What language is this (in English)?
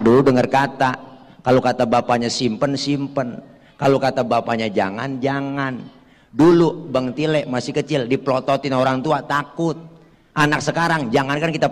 Betawi